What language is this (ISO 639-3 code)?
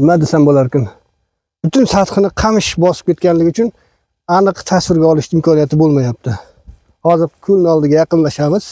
uzb